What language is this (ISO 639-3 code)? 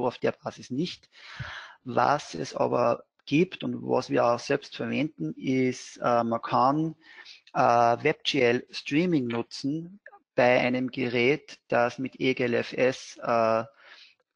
deu